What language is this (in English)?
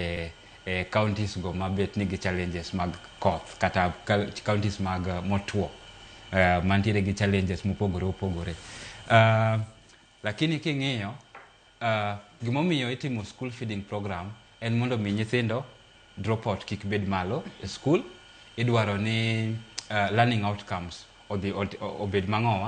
Luo (Kenya and Tanzania)